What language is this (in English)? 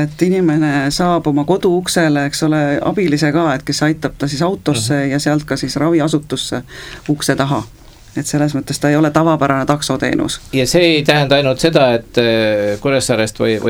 Estonian